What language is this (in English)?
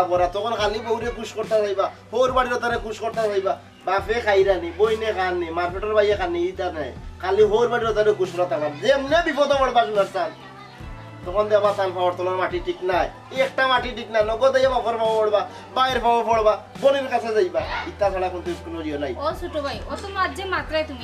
Sylheti